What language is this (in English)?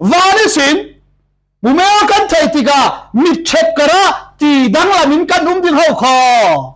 Falam Chin